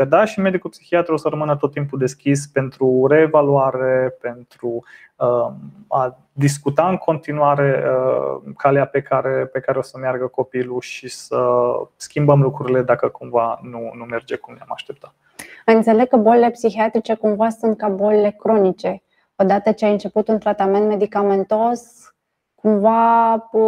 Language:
Romanian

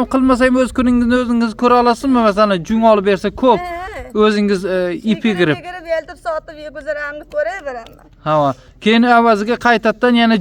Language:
Uzbek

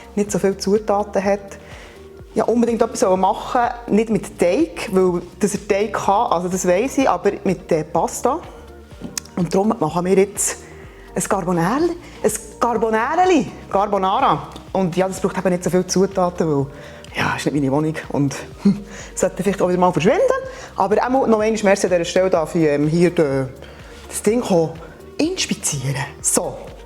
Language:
Swiss German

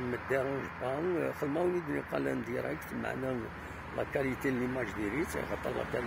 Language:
Kabyle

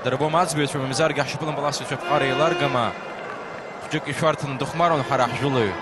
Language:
Abkhazian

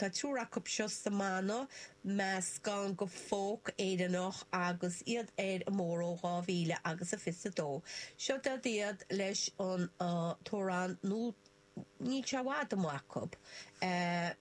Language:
Irish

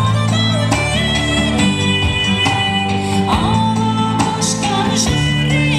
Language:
Kazakh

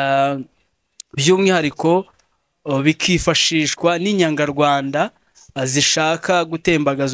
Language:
Kinyarwanda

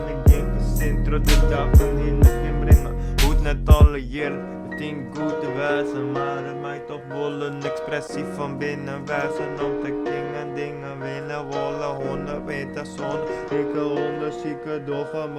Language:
Western Frisian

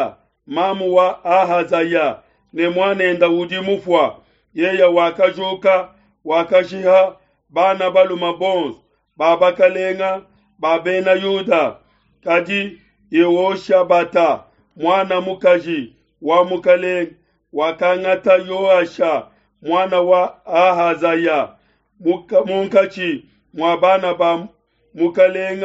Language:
Luba-Lulua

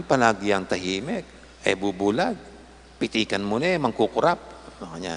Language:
Pampanga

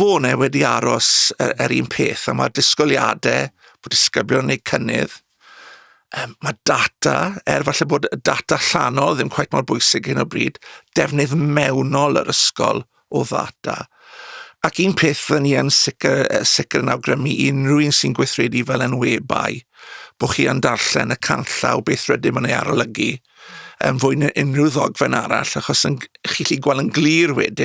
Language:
Welsh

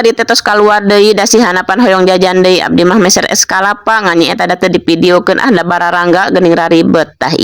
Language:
Sundanese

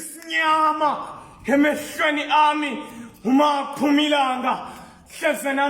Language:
Zulu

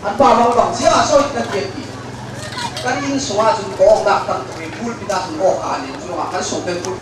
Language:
Falam Chin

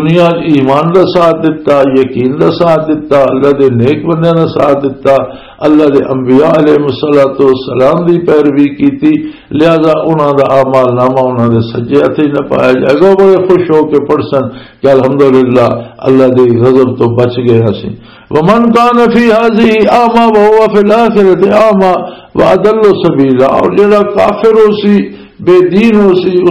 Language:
Western Panjabi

